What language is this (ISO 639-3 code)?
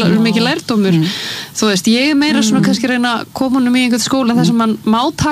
isl